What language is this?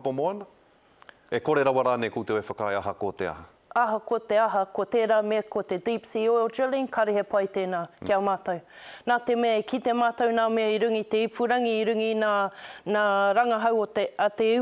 Māori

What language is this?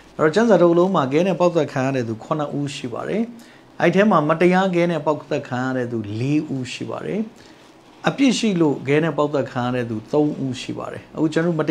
Burmese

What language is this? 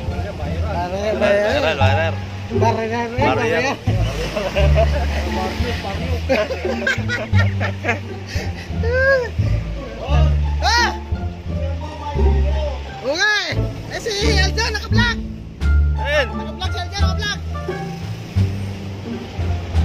Filipino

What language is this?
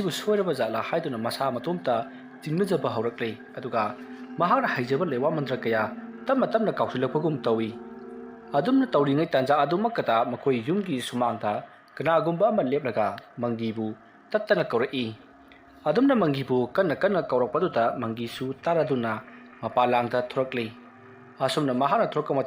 Manipuri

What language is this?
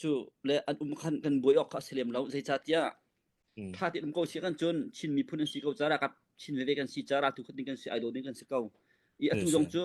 Hakha Chin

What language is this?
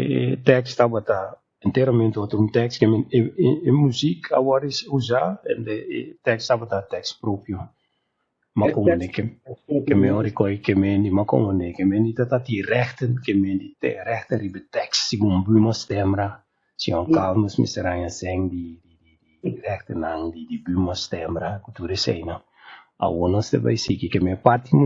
Papiamento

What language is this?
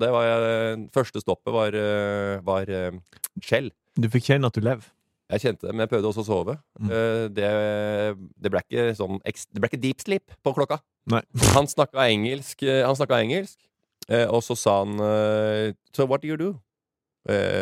Norwegian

